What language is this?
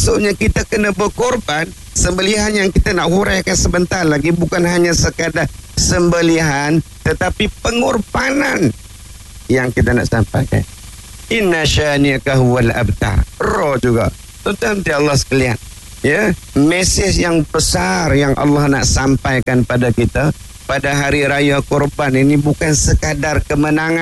Malay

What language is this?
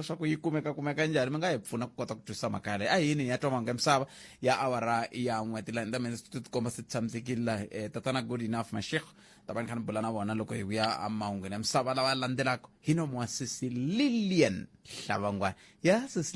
Tsonga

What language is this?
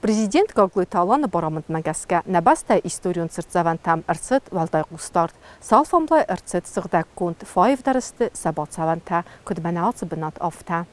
Ossetic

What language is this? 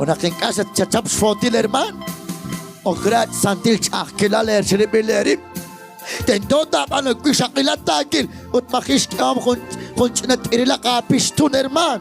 Kekchí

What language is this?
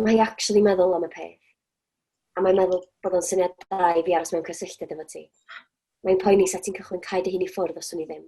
Welsh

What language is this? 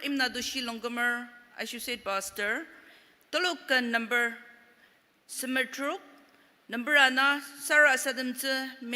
Ao Naga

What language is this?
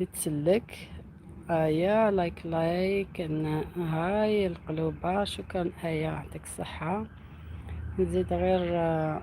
Algerian Arabic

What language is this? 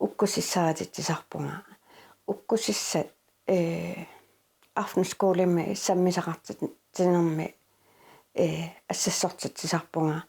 Kalaallisut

